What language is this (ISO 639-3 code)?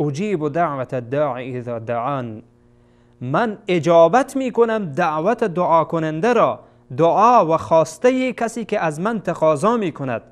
fas